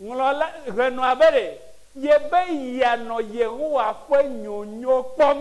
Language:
Ewe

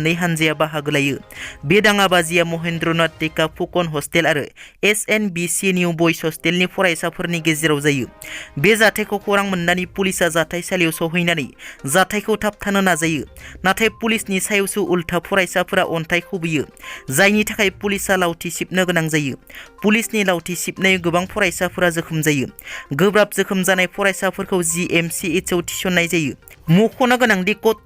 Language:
Bodo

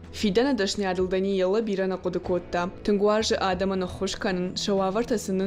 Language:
Ossetic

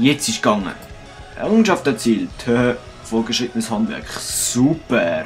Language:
Swiss German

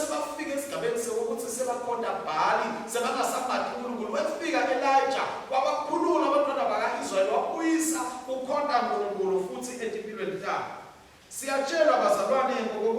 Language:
Swati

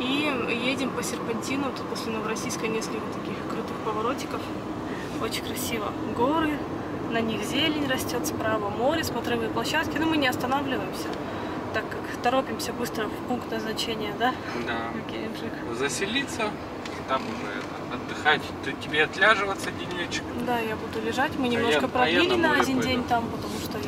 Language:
Russian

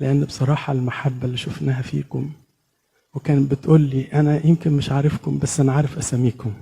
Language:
Egyptian Arabic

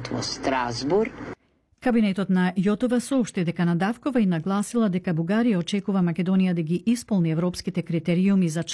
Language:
Macedonian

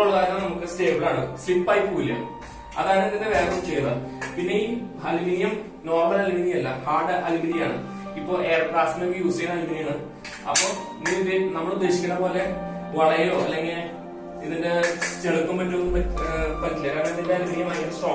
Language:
Malayalam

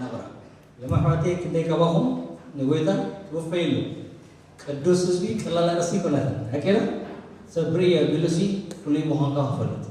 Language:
Tigrinya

